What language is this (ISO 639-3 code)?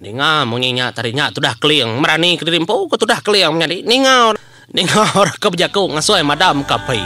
iba